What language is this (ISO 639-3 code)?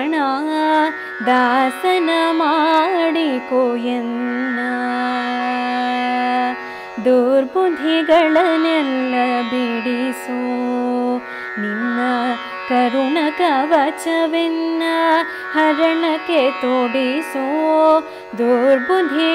kan